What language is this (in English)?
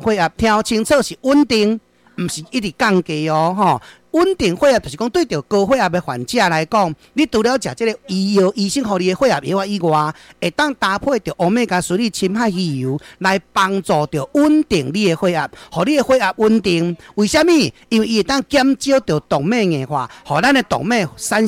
Min Nan Chinese